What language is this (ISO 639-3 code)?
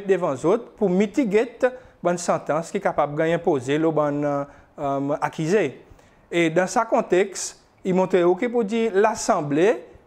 crs